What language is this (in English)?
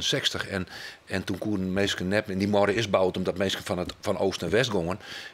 Western Frisian